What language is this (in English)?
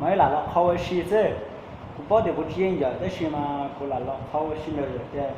Hmong